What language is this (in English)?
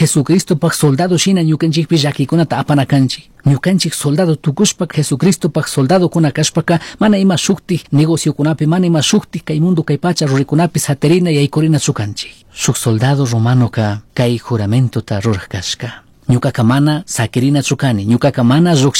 Chimborazo Highland Quichua